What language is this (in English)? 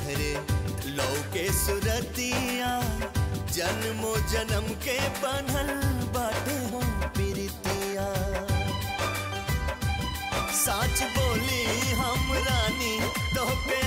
Bhojpuri